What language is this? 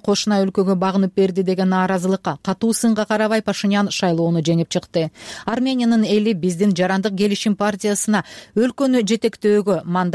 Kyrgyz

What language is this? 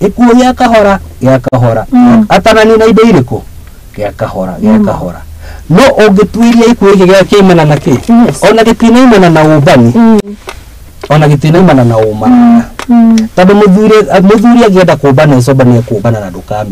Kikuyu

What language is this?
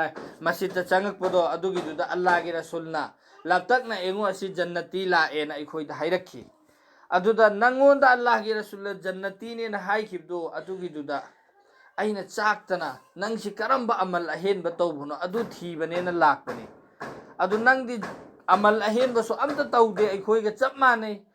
Manipuri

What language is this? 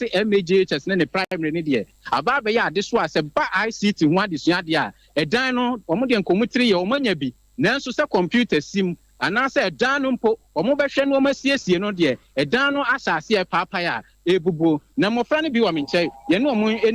Akan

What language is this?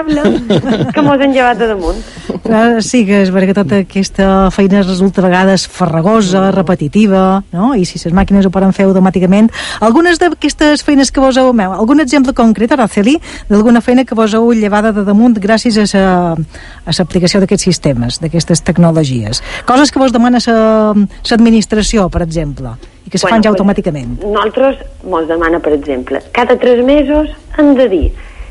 Catalan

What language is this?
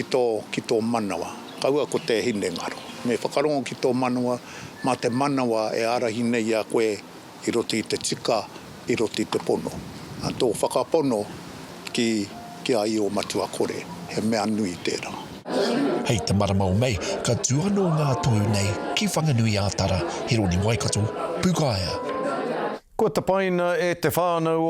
Māori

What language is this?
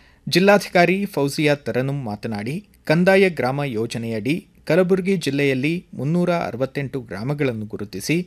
Kannada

